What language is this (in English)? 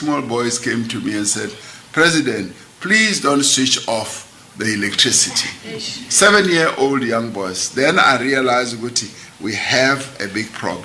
English